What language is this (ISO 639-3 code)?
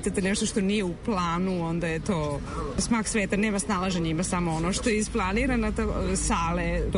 srp